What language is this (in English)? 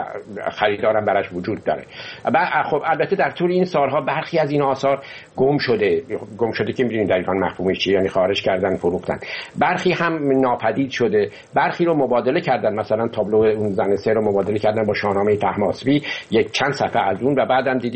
Persian